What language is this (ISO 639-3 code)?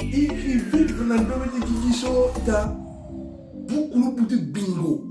sag